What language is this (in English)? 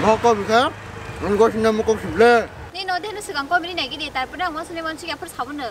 Kok Borok